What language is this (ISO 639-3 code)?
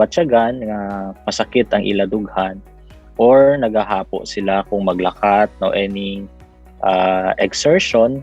hil